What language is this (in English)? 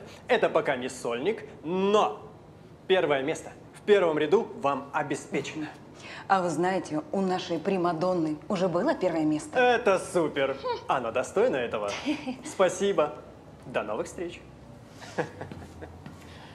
Russian